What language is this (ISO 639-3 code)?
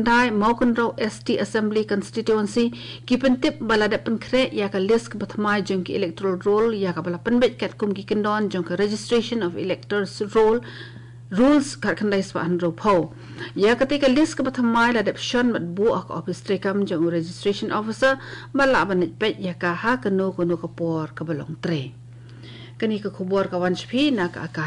kha